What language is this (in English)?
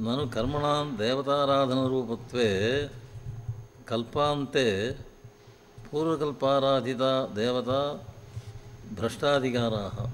Sanskrit